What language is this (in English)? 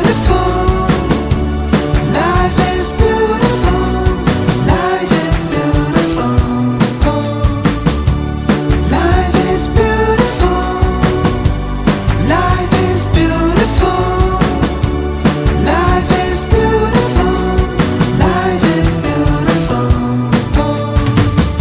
Telugu